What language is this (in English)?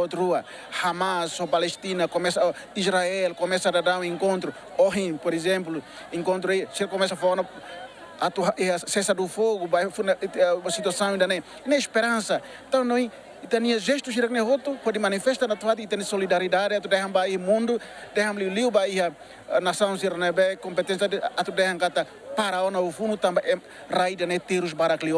Tetum